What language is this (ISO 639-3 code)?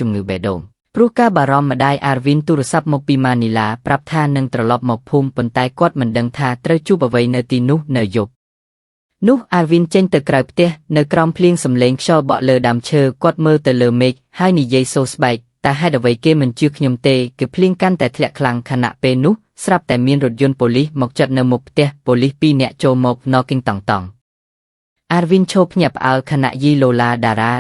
khm